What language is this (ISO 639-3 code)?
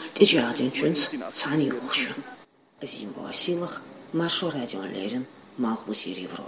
che